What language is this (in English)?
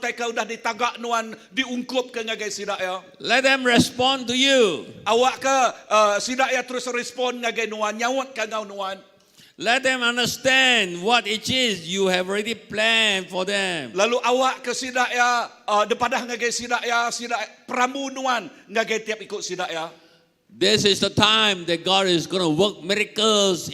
Iban